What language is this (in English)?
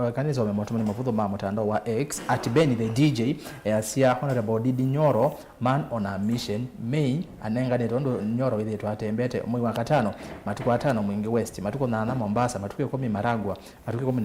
Kamba